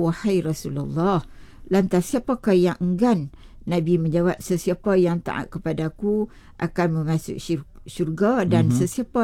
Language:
Malay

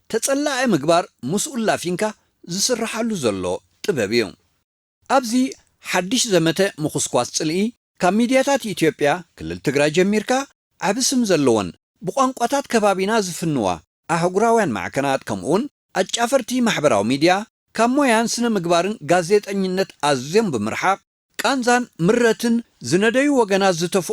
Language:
Tigrinya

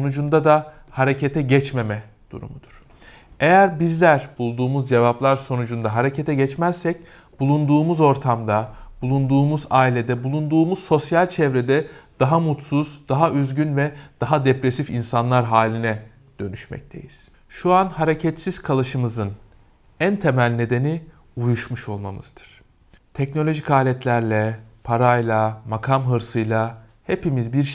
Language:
Turkish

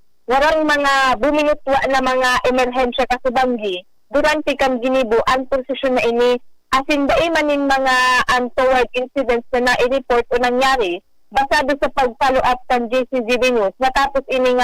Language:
Bikol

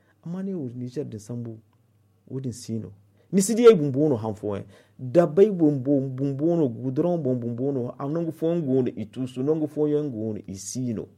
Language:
Zarma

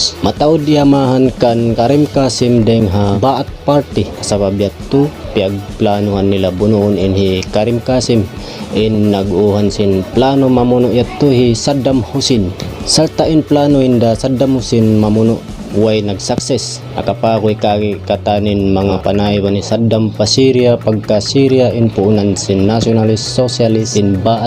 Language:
Tausug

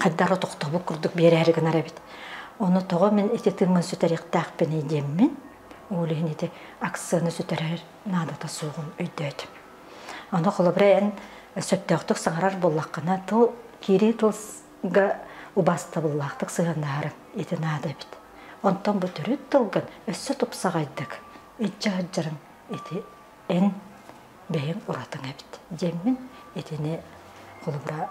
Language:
Yakut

